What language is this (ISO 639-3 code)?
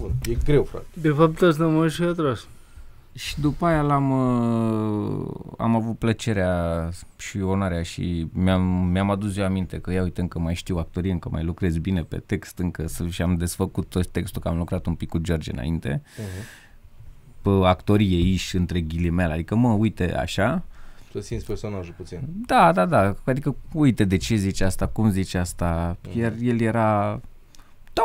ron